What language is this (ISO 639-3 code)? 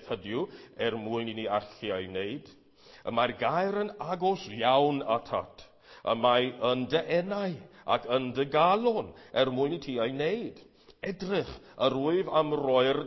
cym